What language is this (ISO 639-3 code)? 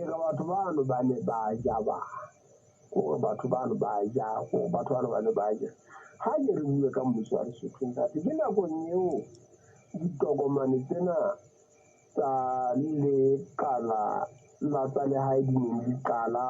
sot